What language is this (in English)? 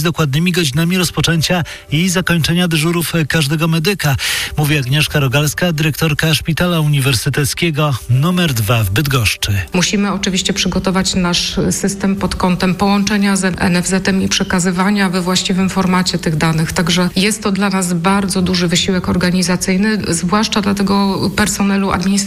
Polish